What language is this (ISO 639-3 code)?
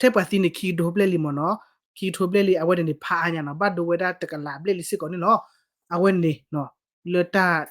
ksw